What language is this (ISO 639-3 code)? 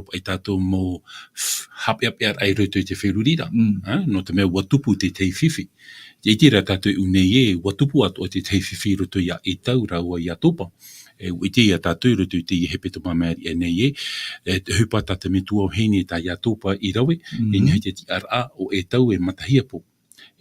tah